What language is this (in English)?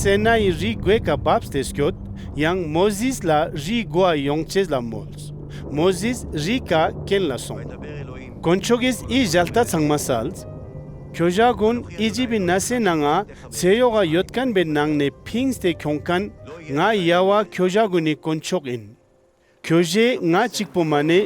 Ladakhi